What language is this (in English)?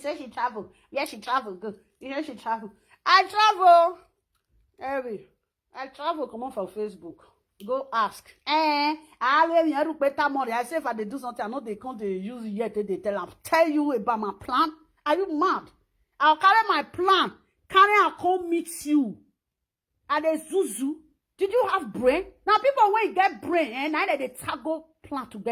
Nigerian Pidgin